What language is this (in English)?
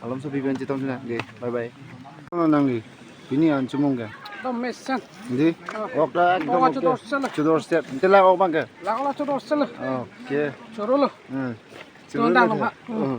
Karbi